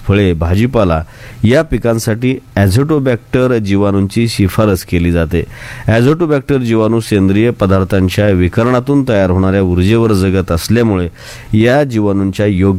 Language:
Marathi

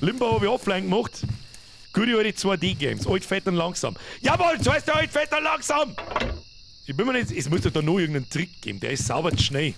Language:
Bavarian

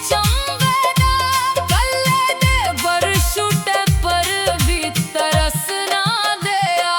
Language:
Dogri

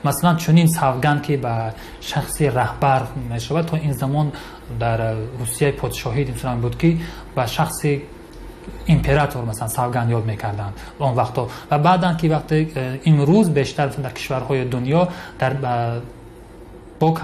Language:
Tajik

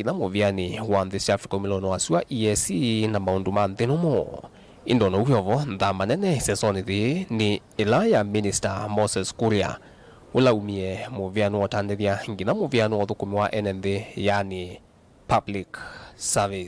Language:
Kamba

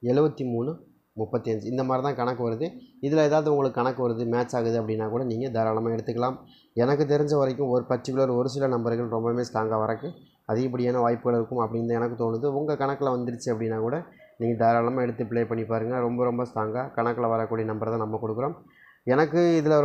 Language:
Tamil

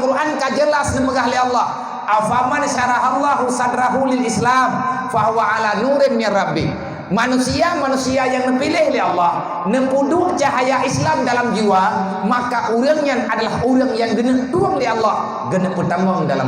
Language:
Achinese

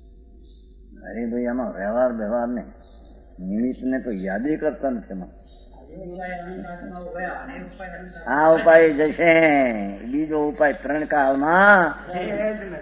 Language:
Gujarati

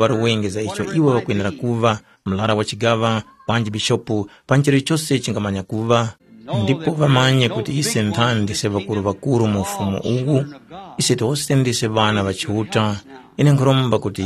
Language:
Tumbuka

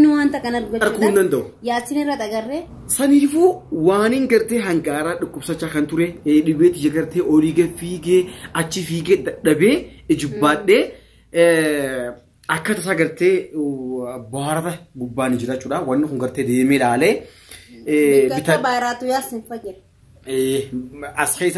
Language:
Oromo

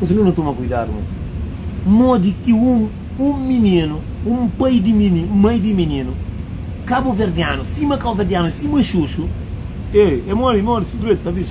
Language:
Kabuverdianu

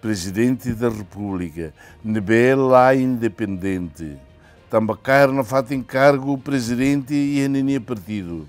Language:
Tetum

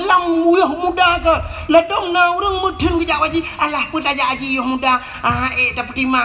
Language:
Achinese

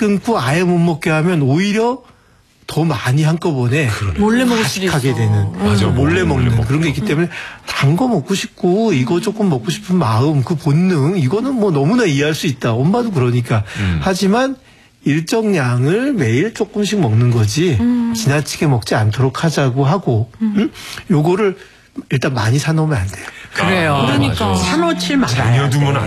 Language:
Korean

